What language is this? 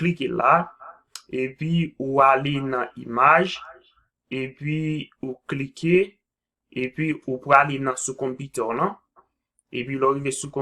Haitian Creole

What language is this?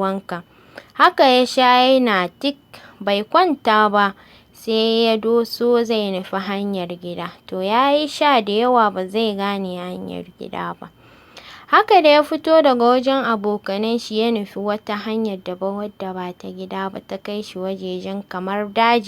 Hausa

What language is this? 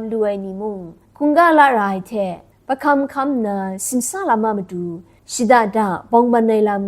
Kachin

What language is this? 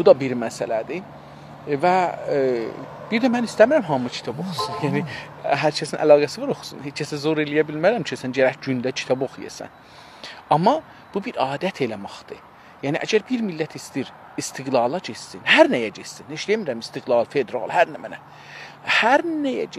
South Azerbaijani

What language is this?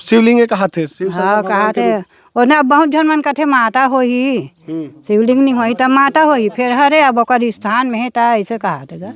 Chhattisgarhi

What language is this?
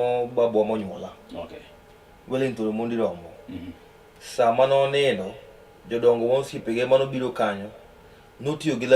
Luo (Kenya and Tanzania)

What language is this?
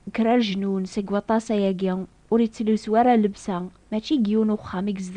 Kabyle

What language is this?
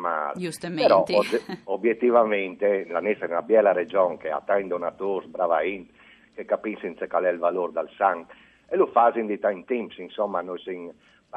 Friulian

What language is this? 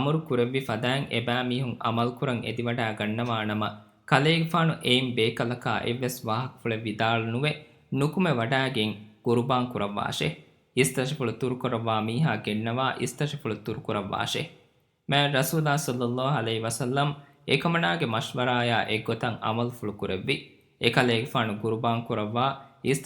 Divehi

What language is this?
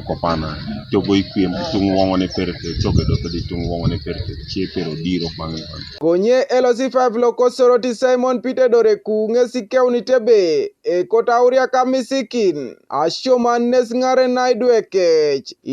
Teso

